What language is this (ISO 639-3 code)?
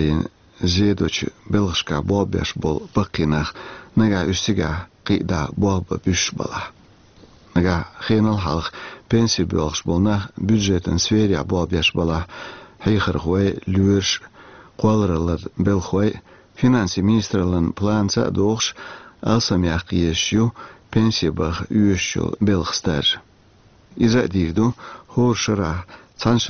che